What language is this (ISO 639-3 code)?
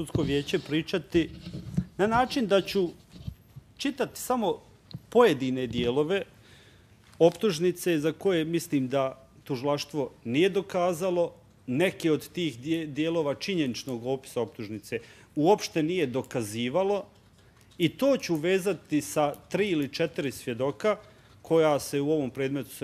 bos